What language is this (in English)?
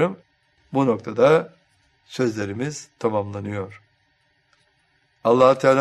Turkish